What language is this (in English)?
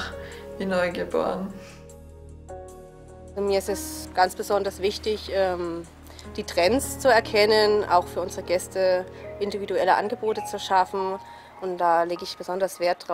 German